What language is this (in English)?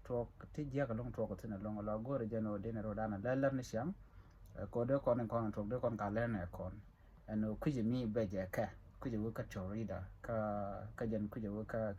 Nuer